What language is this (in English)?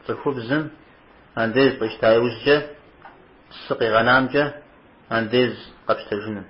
Kabardian